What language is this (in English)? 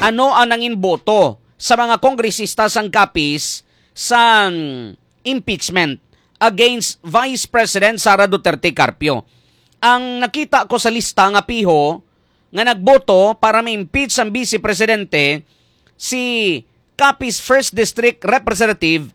Hiligaynon